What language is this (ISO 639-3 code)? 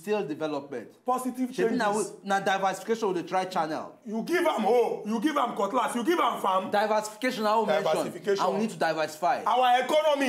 pcm